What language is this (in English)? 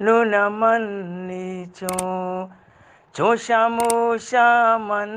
Eastern Balochi